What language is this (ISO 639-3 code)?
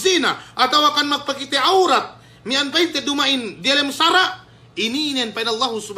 yka